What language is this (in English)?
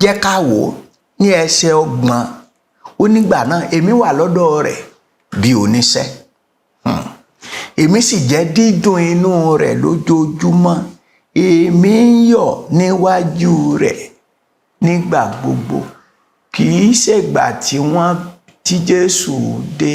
Yoruba